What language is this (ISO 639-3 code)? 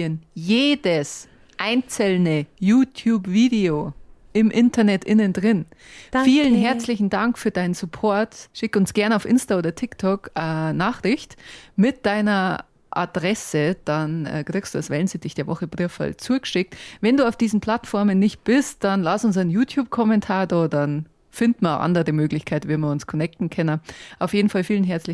bar